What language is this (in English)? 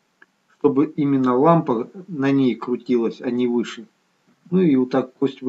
Russian